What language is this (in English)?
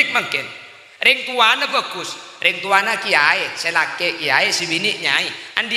Madurese